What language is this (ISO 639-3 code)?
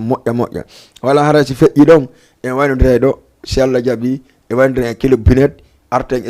ful